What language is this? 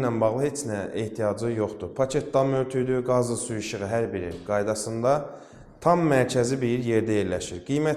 Azerbaijani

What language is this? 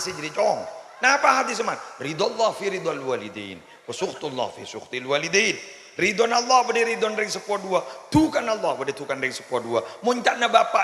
Madurese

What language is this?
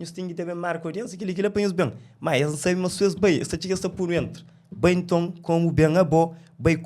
Kabuverdianu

